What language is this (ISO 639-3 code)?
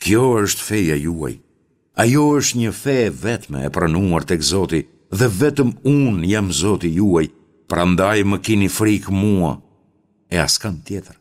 sqi